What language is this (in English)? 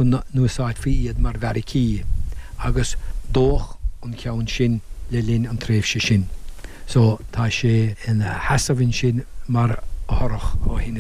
Irish